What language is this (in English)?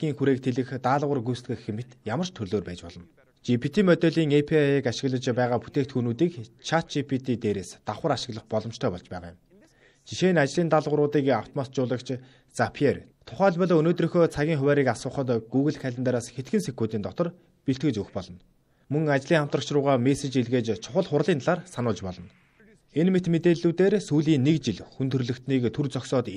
Mongolian